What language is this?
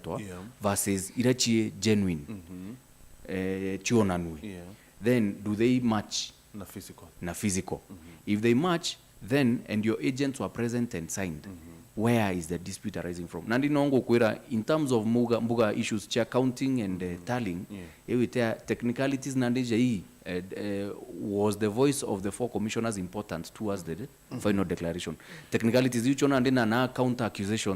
Meru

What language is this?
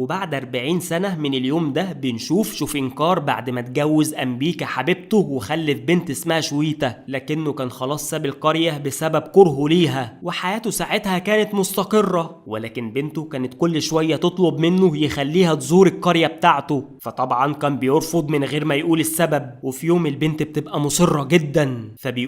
Egyptian Arabic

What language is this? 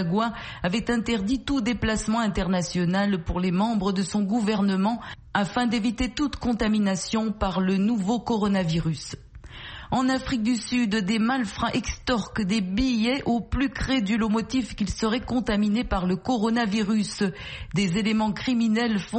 French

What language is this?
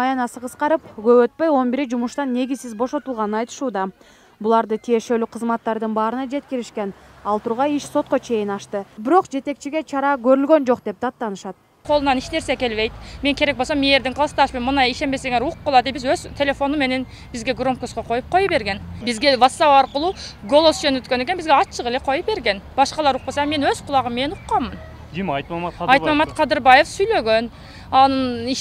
Kyrgyz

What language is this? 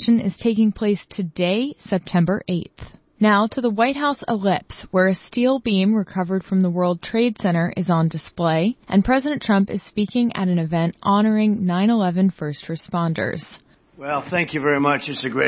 English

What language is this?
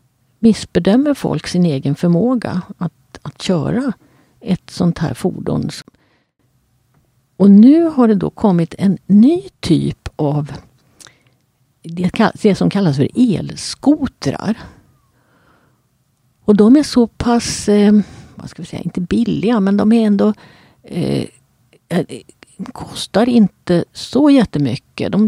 Swedish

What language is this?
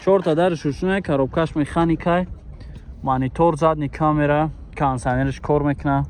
Tajik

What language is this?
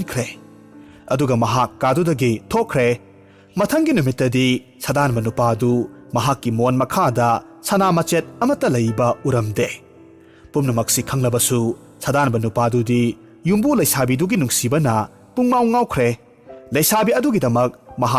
Manipuri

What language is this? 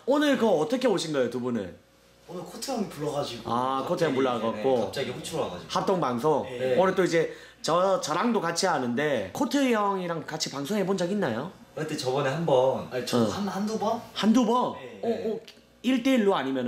Korean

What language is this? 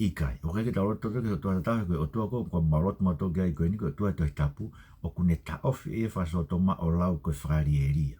Tongan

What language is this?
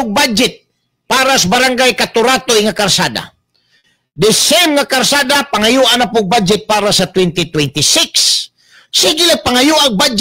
Cebuano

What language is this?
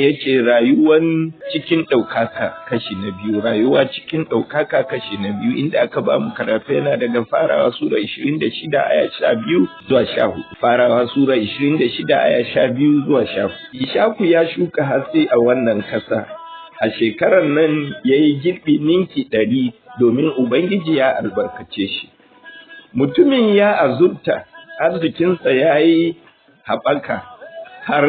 Hausa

